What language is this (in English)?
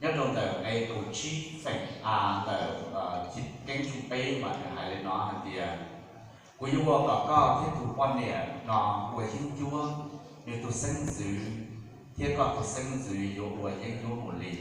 Hmong